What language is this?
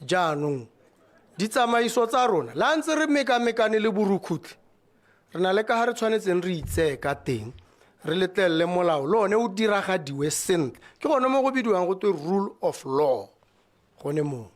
Tswana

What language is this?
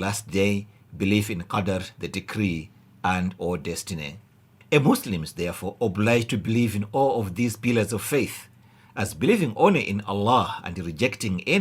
English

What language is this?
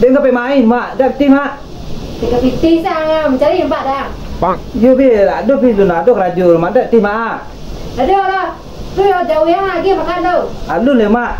Minangkabau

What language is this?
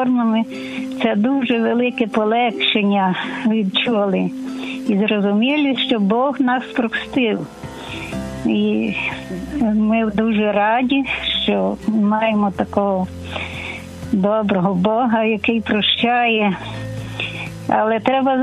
Ukrainian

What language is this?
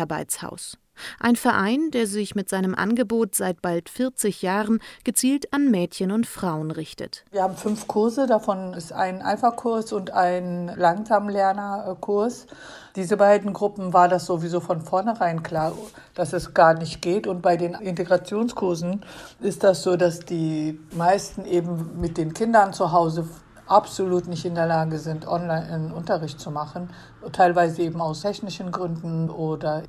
German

